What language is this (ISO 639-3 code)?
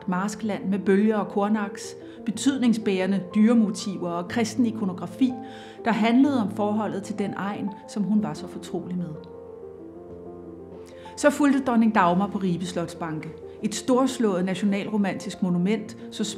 dan